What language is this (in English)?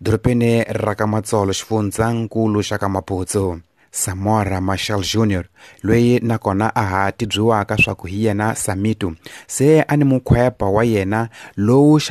Tsonga